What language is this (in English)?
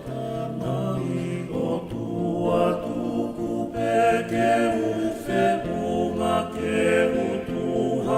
Tongan